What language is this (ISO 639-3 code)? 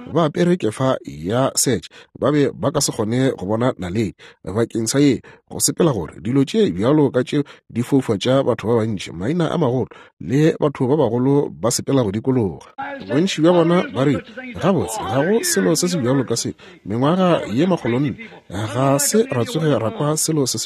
nso